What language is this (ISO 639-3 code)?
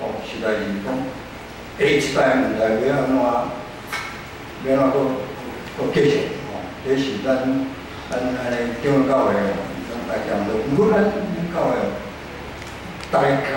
nan